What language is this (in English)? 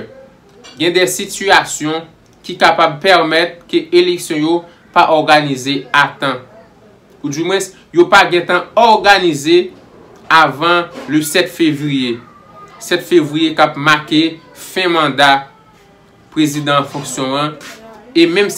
Haitian Creole